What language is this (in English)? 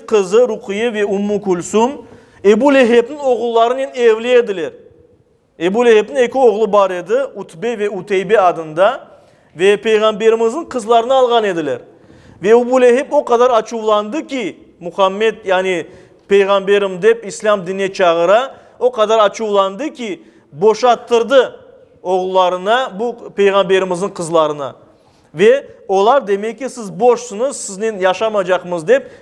Crimean Tatar